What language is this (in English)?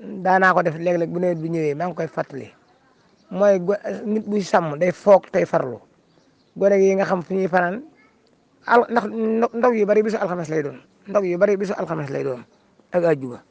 Wolof